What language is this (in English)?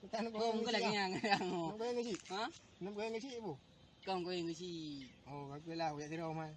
Achinese